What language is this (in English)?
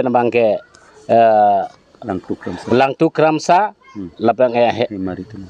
Karbi